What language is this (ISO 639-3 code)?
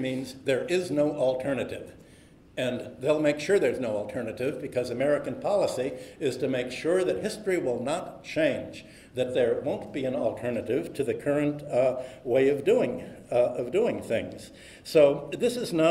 eng